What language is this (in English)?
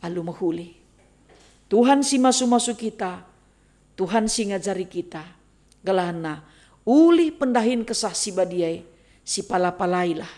Batak Karo